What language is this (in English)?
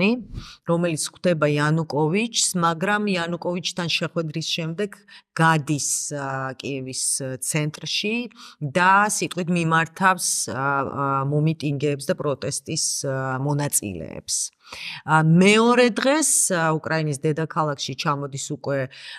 Georgian